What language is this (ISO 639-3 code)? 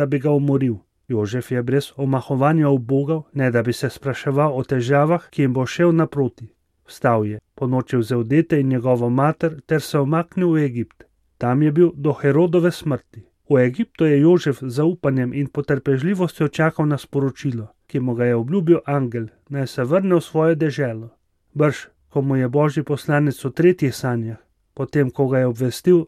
slv